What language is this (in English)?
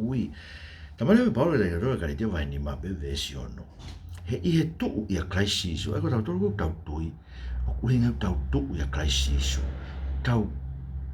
Tongan